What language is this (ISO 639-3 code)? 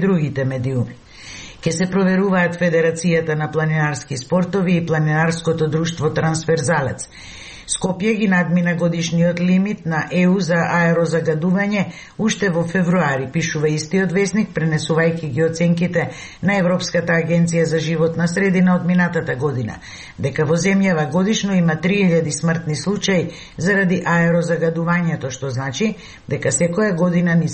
mkd